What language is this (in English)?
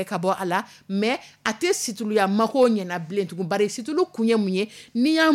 Dyula